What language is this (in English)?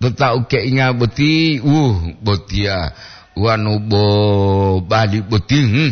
Gorontalo